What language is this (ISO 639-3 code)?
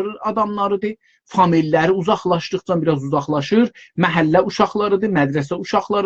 azb